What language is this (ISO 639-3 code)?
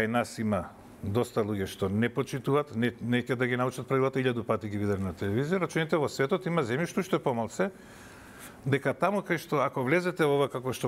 mkd